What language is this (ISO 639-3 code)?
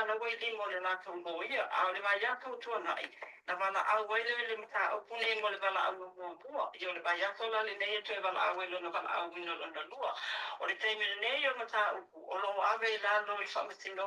smo